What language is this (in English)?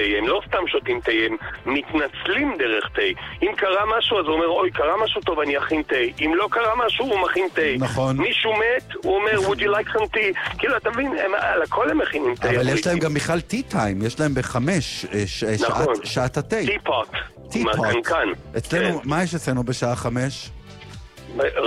Hebrew